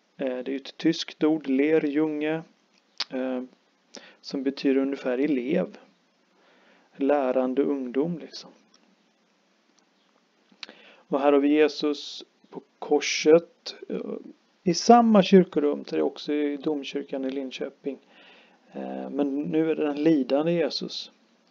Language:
Swedish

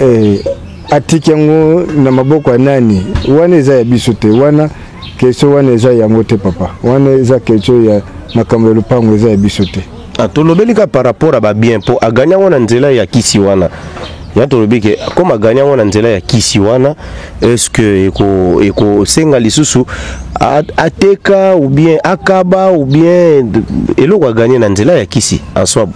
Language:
Lingala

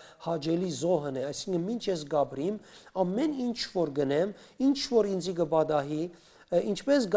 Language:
Western Armenian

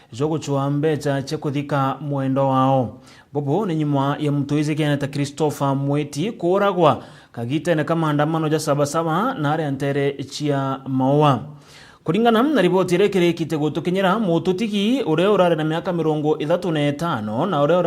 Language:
Meru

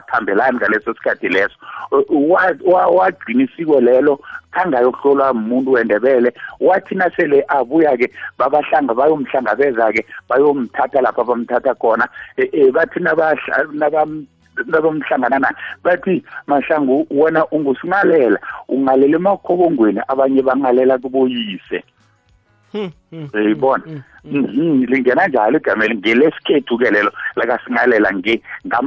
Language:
South Ndebele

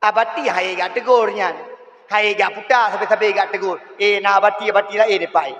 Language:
Achinese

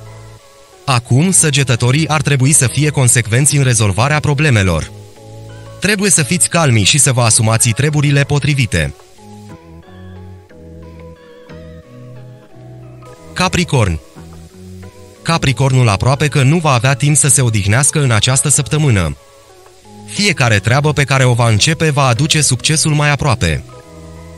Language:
Romanian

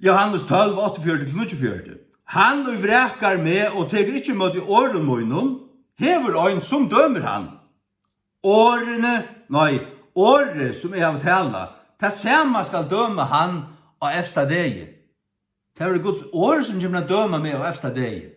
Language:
Faroese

